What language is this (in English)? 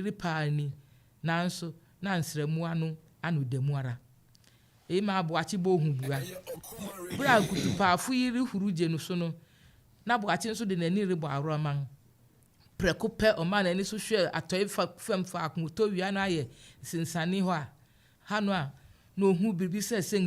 Akan